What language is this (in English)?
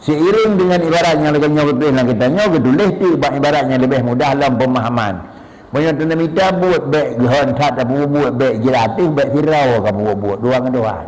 Achinese